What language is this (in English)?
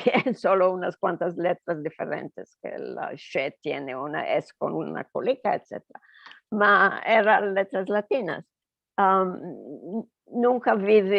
Ladino